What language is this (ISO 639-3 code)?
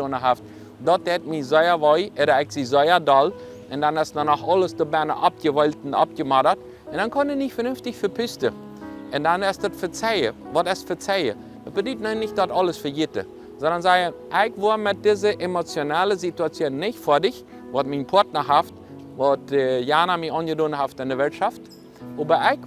pdt